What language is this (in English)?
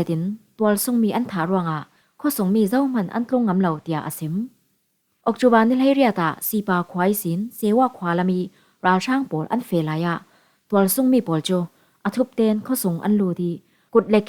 Falam Chin